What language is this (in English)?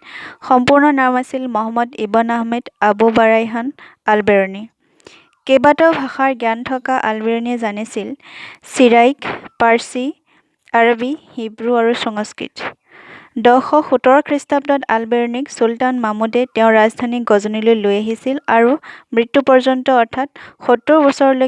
Assamese